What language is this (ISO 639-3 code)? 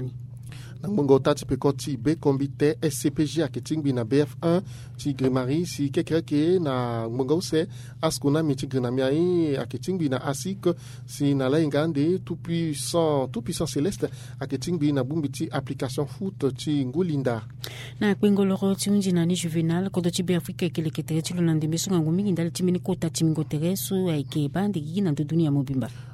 sag